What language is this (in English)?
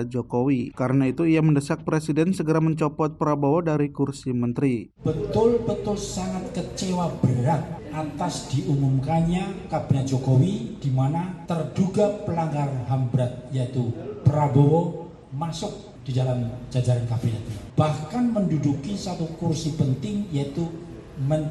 Indonesian